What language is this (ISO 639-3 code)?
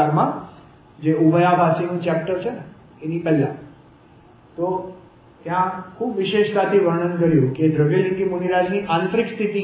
guj